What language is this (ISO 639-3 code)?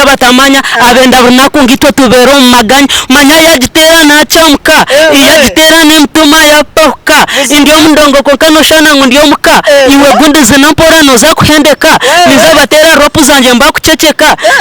nyn